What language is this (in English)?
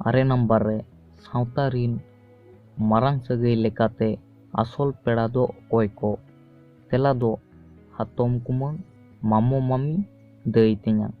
Santali